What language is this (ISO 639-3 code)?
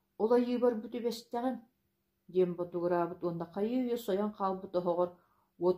sah